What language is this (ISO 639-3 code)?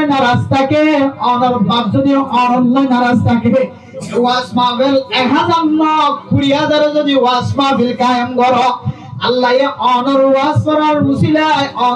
rhg